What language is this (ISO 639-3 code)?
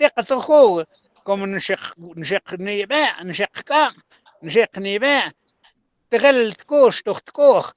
mam